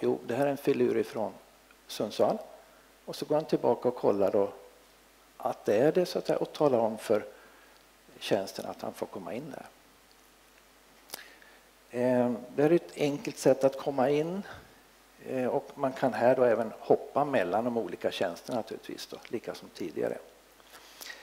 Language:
Swedish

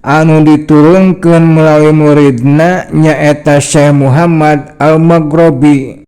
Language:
Sundanese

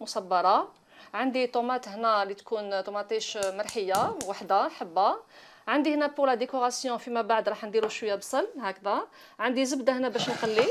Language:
Algerian Arabic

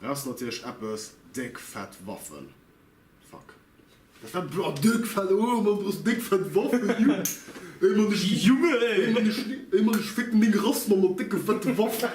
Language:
Luxembourgish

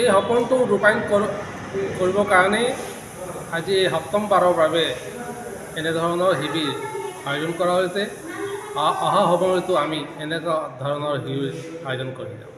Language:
Assamese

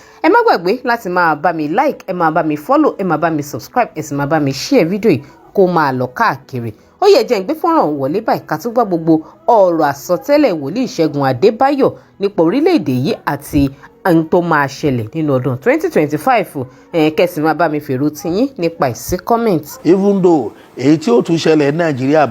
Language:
Yoruba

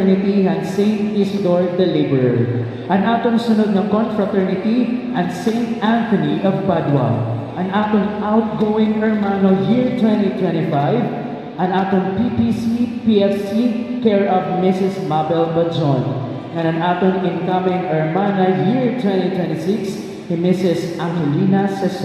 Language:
Waray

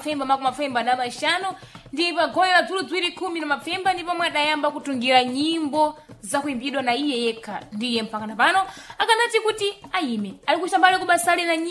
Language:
Sena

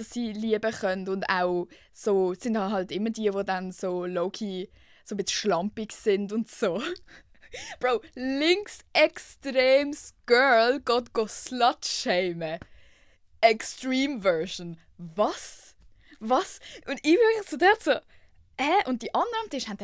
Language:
Swiss German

